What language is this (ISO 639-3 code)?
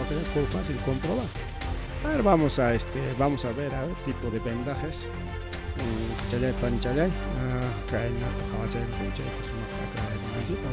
quy